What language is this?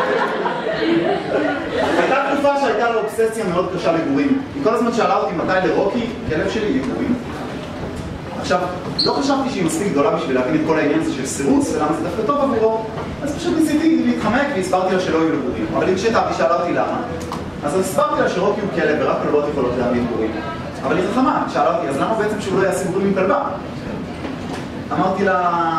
Hebrew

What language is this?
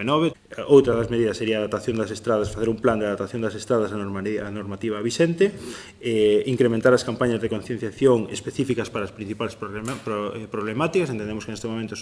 Galician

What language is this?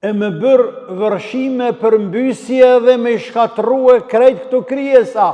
Albanian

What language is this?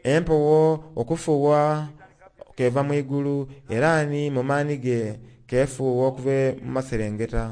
Soga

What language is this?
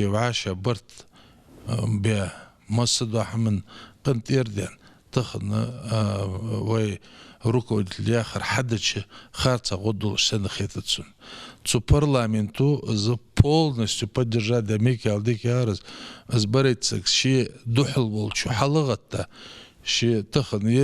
Ingush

